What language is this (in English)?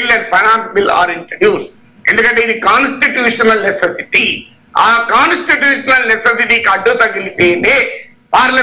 Telugu